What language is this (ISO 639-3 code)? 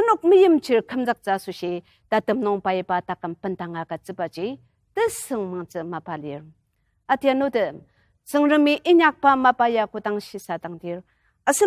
njo